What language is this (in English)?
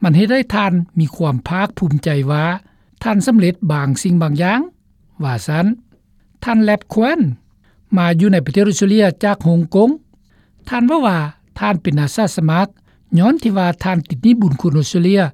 Lao